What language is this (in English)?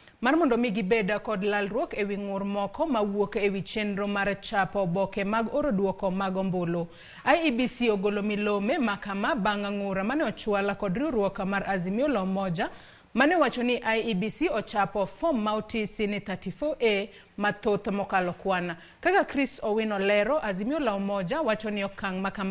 Luo (Kenya and Tanzania)